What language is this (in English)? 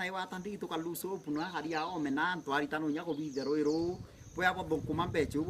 Meru